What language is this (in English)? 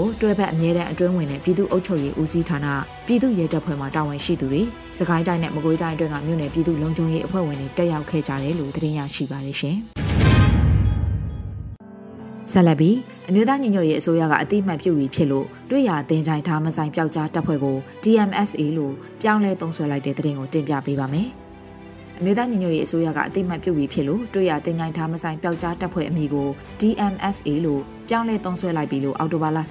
Burmese